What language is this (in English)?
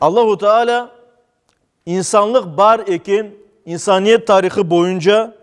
Crimean Tatar